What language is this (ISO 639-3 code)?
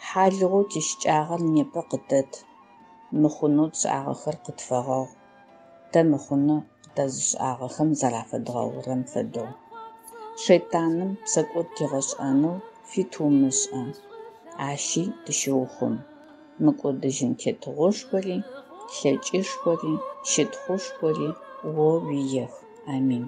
ady